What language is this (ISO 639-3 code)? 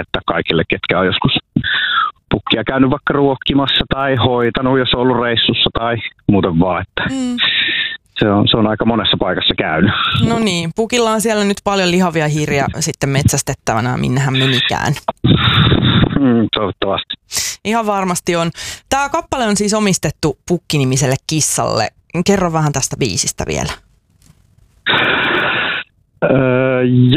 fin